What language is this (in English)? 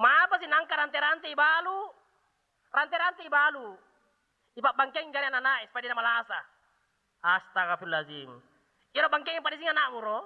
Buginese